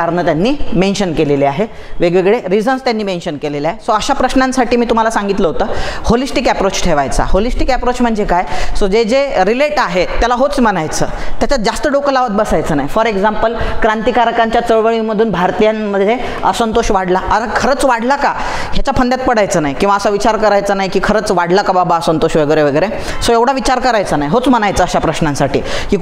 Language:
Marathi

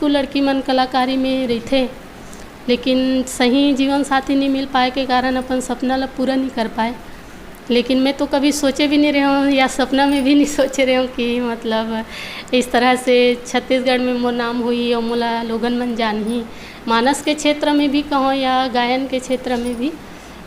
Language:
Chhattisgarhi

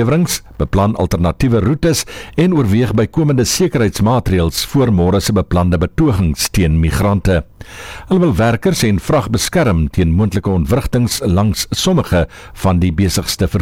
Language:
Afrikaans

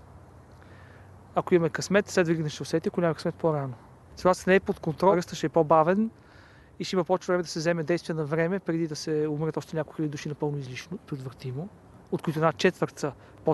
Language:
Bulgarian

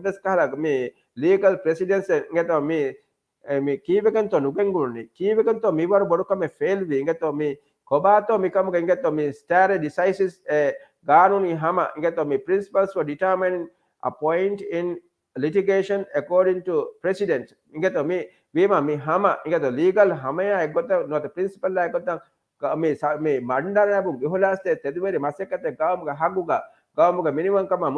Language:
Divehi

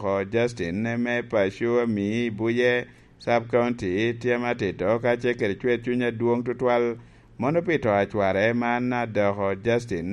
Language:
Lango (Uganda)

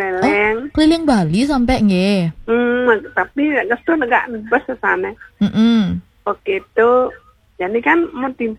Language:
Balinese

